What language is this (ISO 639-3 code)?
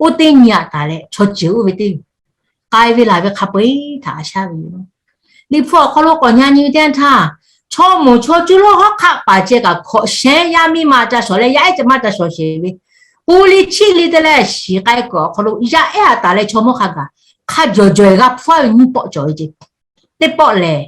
lhu